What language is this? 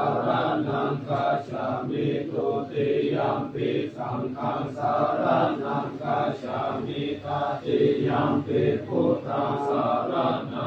Pali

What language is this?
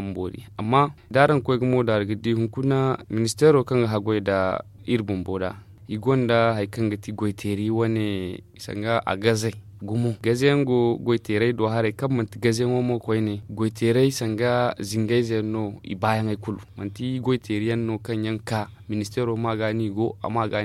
Zarma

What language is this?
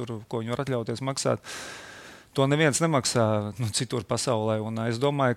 Latvian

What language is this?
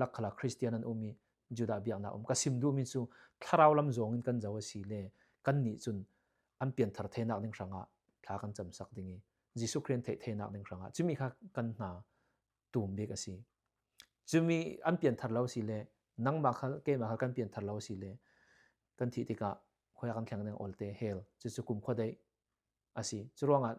Falam Chin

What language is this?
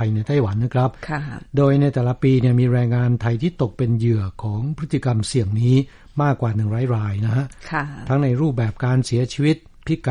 Thai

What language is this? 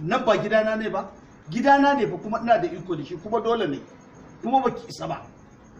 Hausa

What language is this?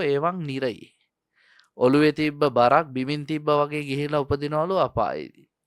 Sinhala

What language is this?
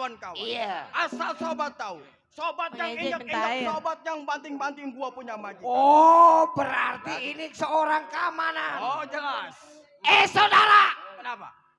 Betawi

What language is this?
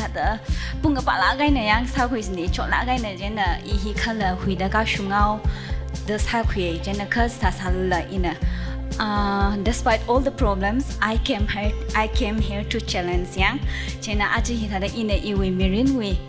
Tangkhul Naga (India)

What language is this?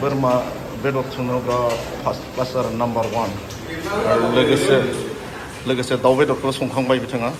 Bodo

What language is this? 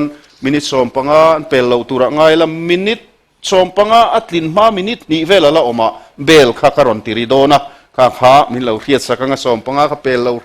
Mizo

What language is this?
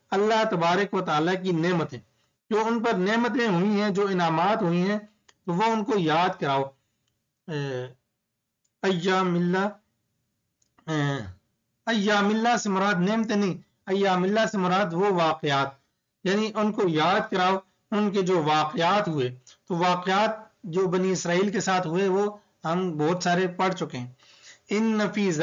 Urdu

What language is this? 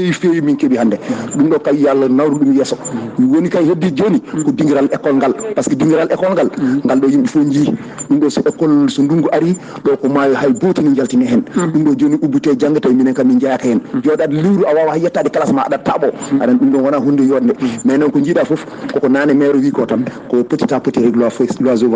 Fula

